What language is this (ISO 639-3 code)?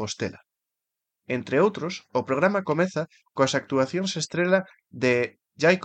glg